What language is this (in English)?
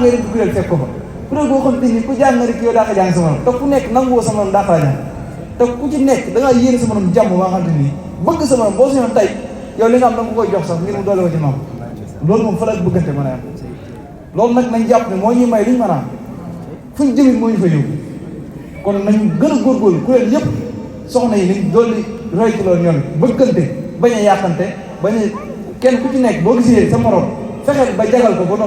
Wolof